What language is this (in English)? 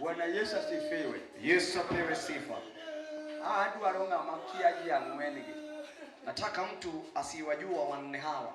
Luo (Kenya and Tanzania)